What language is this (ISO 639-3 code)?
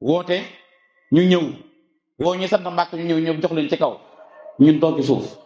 wol